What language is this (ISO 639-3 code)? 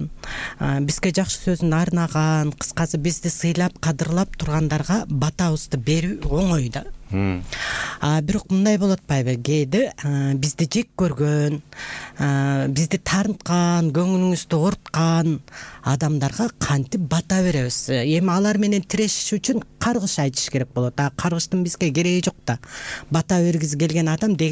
kir